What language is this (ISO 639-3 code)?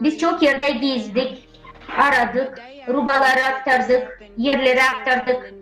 gag